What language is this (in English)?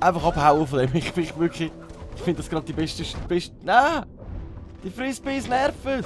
Swiss German